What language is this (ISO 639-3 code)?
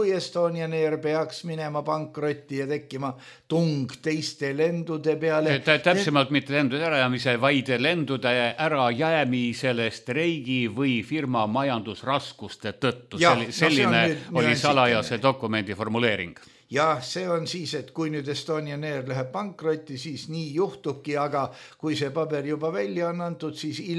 est